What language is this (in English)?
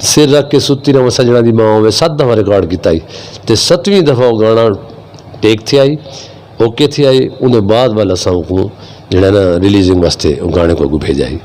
Saraiki